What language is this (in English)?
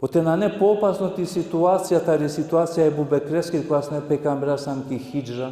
Balkan Romani